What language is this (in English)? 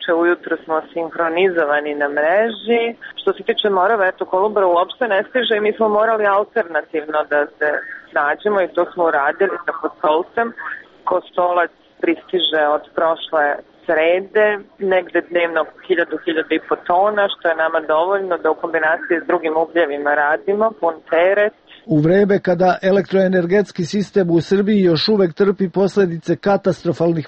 Serbian